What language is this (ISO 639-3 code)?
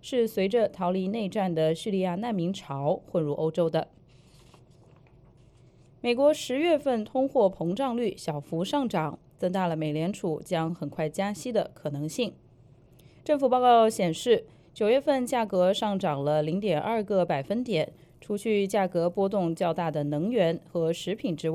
zho